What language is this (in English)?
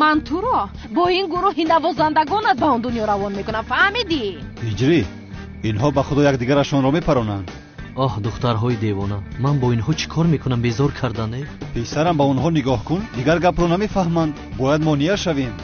Tajik